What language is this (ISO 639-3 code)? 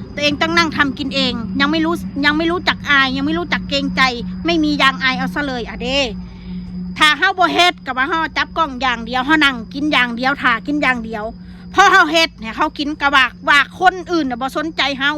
tts